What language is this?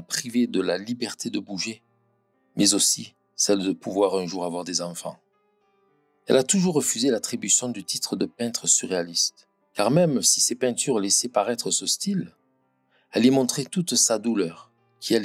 French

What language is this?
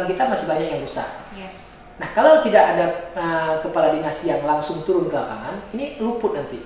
Indonesian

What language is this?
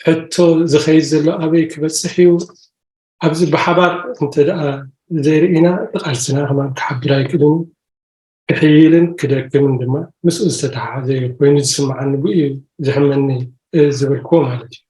Tigrinya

